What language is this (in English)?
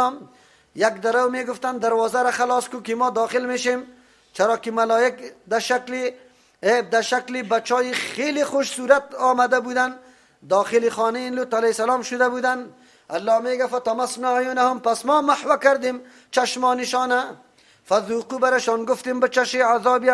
Persian